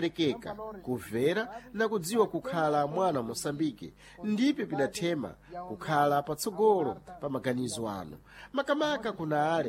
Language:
Sena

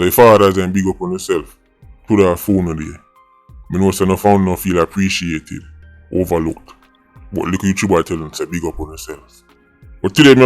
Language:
Jamaican Creole English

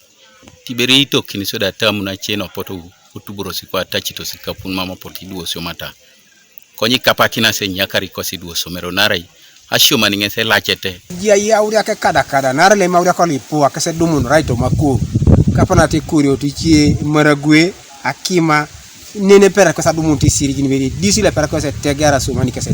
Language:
Teso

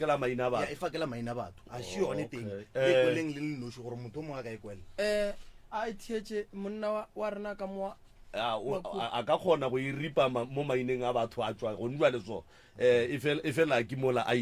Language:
Northern Sotho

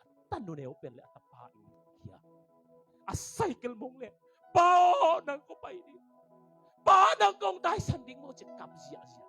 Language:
Tedim Chin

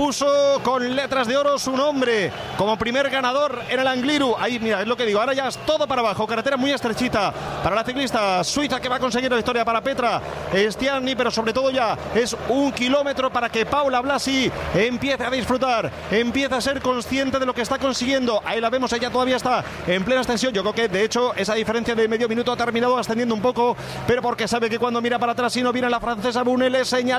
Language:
Spanish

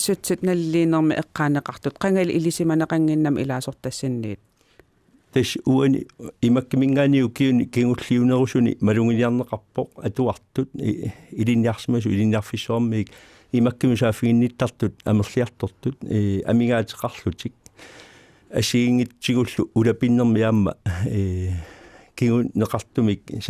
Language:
Kalaallisut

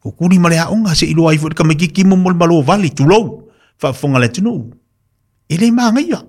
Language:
Samoan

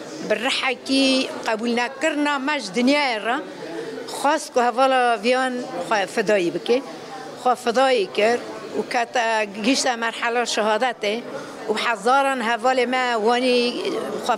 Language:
Kurdish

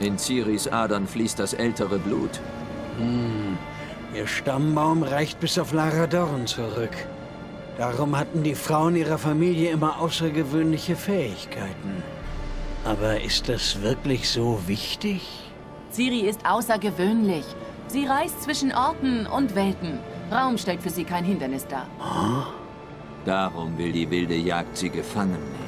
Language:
Swiss German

